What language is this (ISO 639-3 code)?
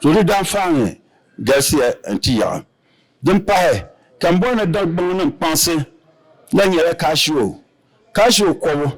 dag